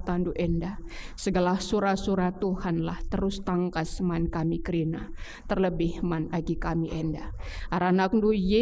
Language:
Batak Karo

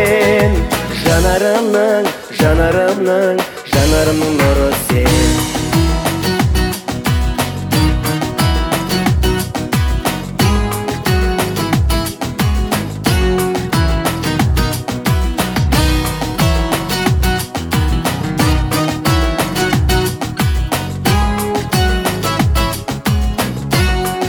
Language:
Kazakh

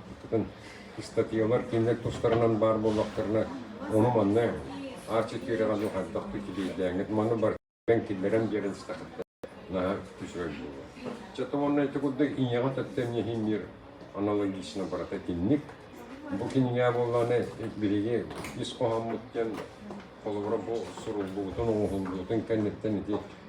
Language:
Yakut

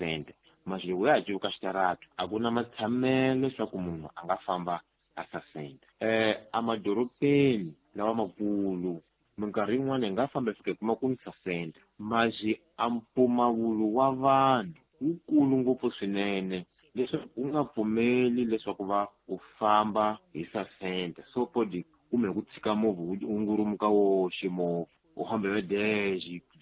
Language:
Tsonga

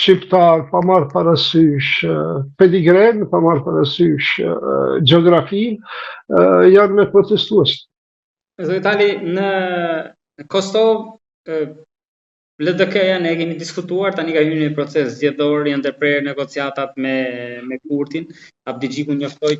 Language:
Albanian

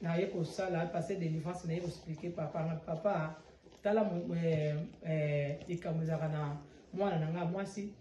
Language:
Lingala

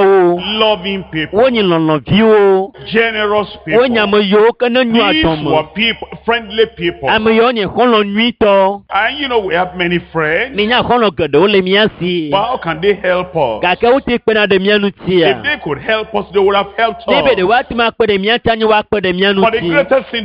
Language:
Ewe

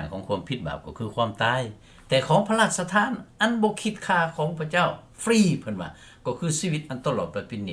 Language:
Lao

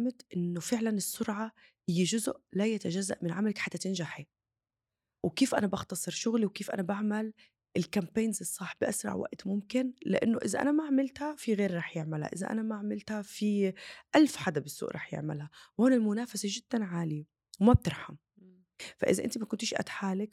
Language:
North Levantine Arabic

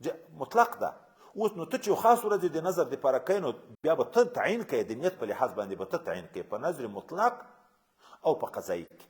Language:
Pashto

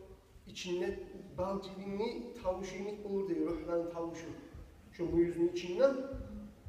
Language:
Kumyk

